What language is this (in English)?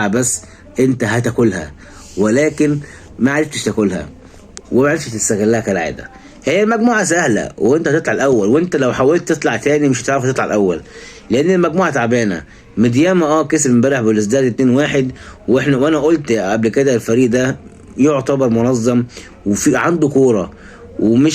Egyptian Arabic